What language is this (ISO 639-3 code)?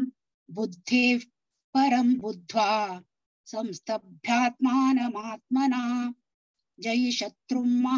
san